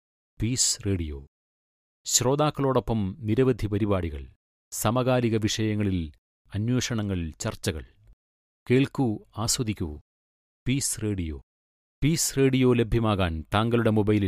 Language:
Malayalam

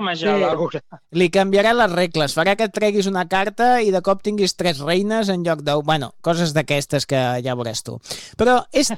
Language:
Catalan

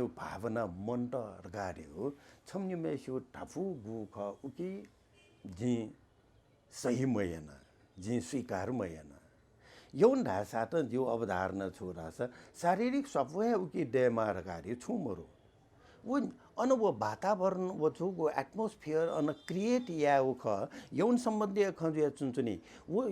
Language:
Newari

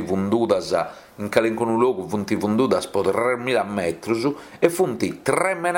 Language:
Sardinian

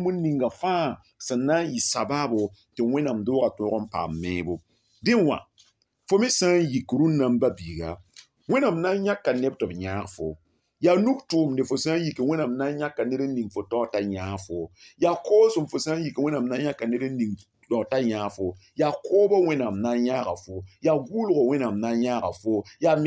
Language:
Mossi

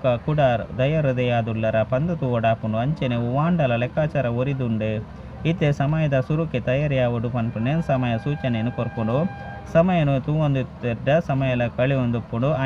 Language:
Tulu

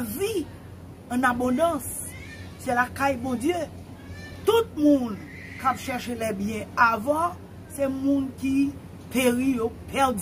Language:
Haitian Creole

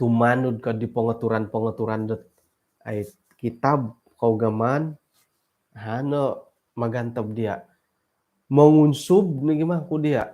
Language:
Central Dusun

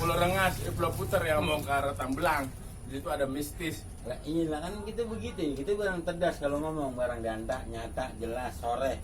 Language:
Betawi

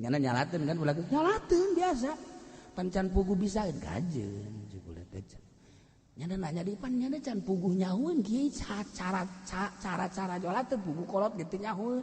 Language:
Sundanese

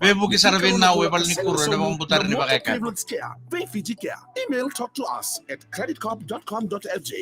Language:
Fijian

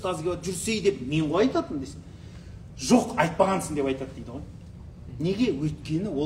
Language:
Kazakh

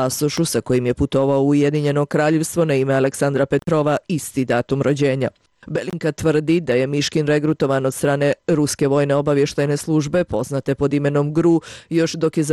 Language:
Bosnian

